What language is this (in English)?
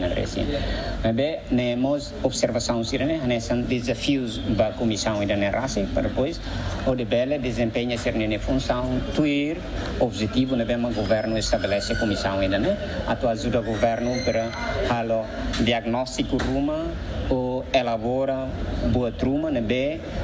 Tetum